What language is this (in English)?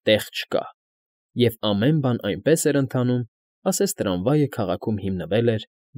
Armenian